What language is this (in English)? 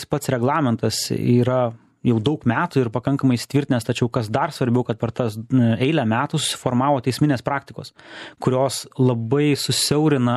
Lithuanian